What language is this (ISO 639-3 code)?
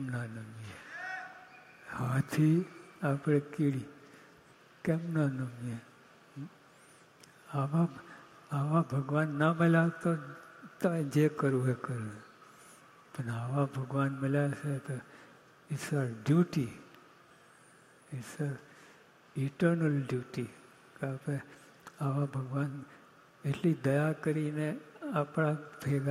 guj